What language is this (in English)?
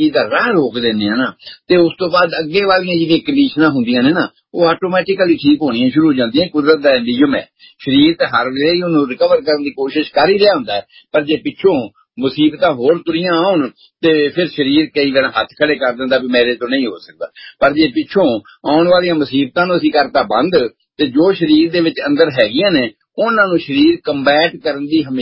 Punjabi